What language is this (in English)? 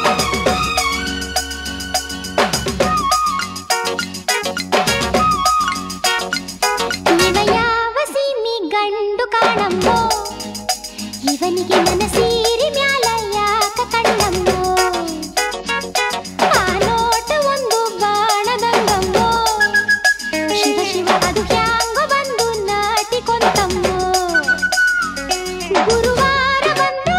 Kannada